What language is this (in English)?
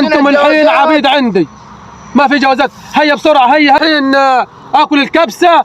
Egyptian Arabic